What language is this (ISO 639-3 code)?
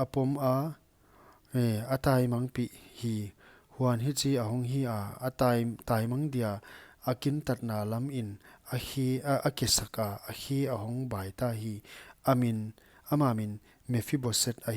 pck